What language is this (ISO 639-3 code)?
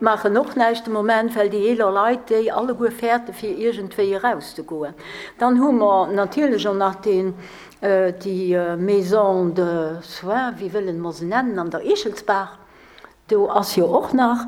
ltz